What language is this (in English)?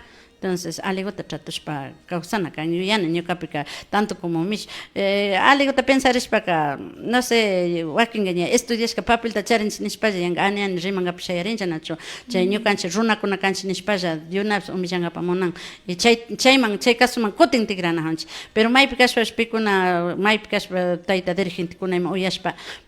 Imbabura Highland Quichua